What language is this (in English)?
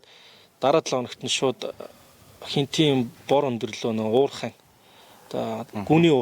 Mongolian